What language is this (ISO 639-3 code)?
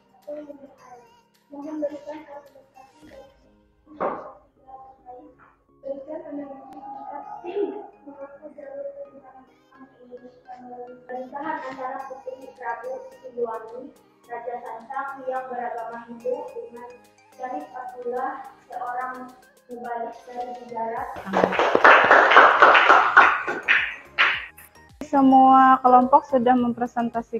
ind